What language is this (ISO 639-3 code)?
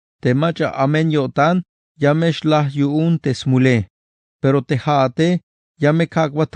tzh